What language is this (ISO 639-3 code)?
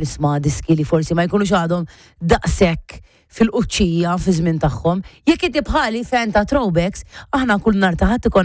mlt